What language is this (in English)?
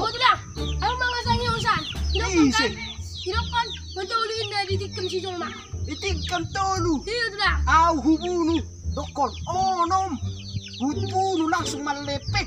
Batak Toba